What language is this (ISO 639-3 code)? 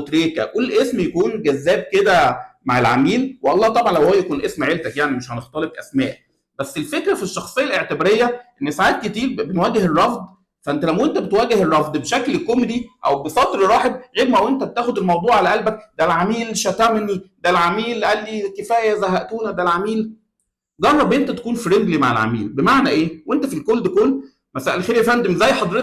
arz